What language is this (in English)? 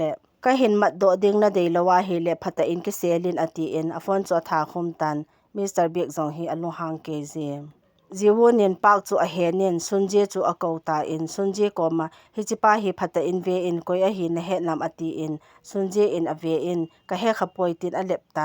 Thado Chin